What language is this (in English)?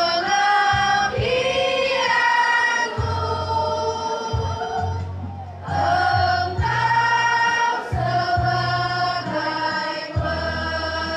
Indonesian